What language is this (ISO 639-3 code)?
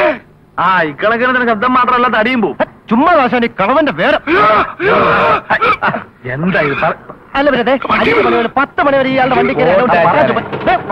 mal